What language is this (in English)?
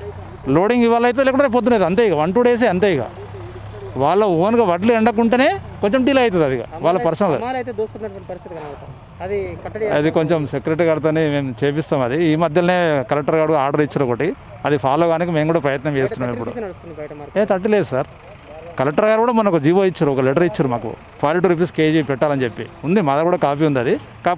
Telugu